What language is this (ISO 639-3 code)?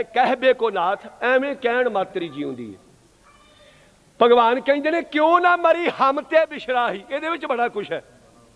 pan